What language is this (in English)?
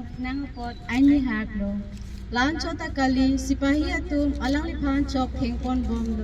Karbi